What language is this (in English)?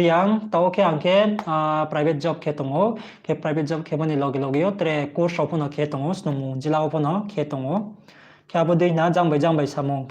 Riang (India)